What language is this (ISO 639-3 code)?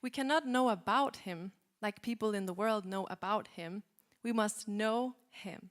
eng